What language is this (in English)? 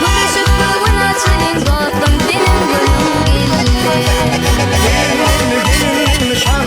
Turkmen